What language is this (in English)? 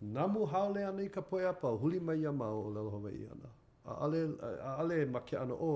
Hawaiian